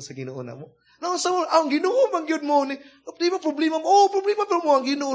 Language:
Cebuano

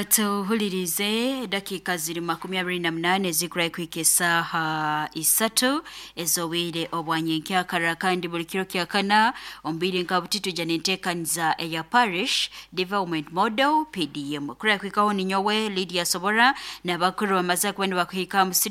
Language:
Nyoro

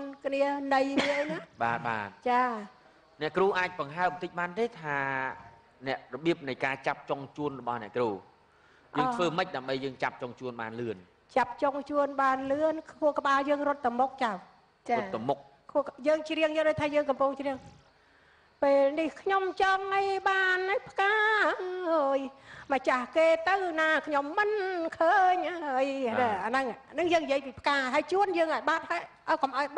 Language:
Khmer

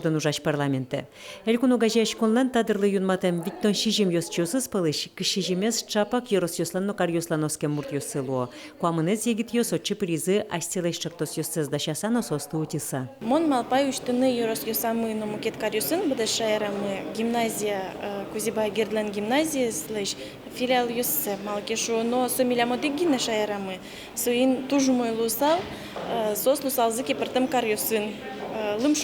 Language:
Udmurt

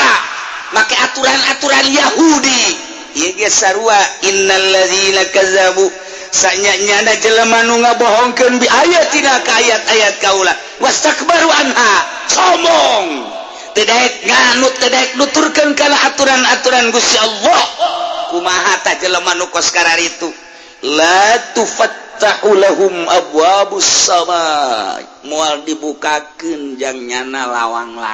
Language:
Sundanese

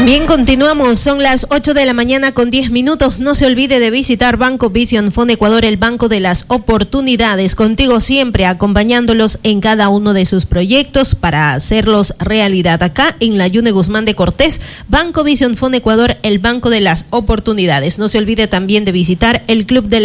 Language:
Spanish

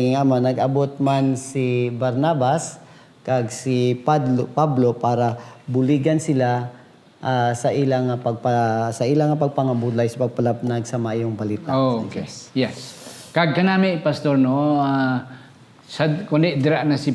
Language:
Hiligaynon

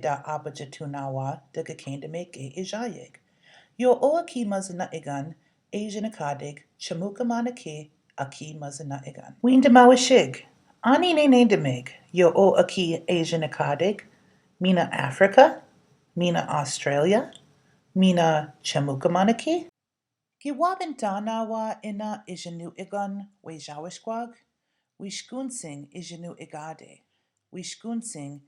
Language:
Chippewa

